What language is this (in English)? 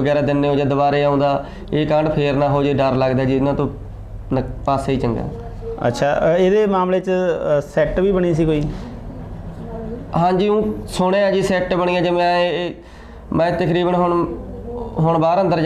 Punjabi